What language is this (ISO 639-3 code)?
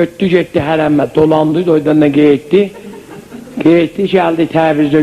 azb